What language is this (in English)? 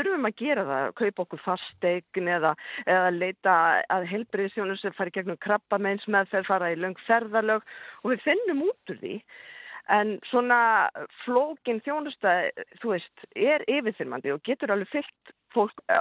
Icelandic